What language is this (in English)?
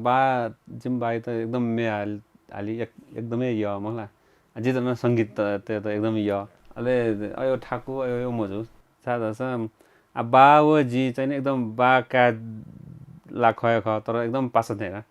Newari